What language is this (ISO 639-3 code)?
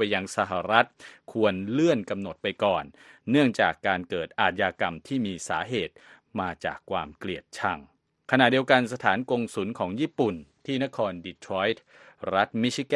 tha